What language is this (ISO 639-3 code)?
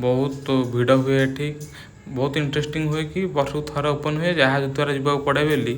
ori